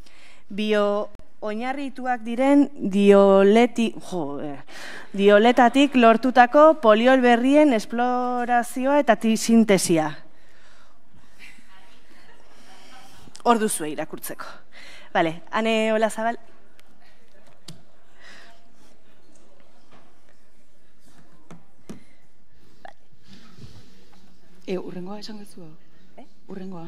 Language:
Basque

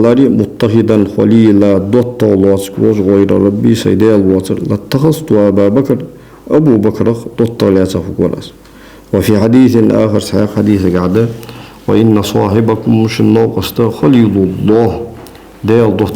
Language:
Ingush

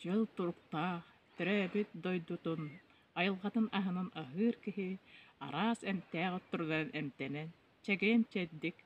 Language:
Yakut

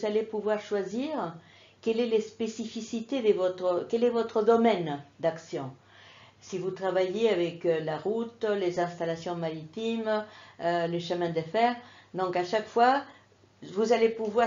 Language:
French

